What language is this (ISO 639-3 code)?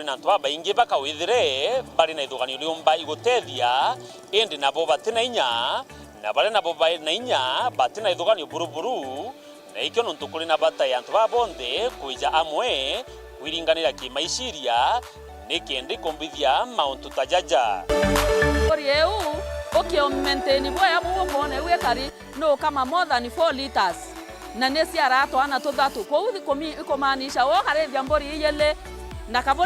mer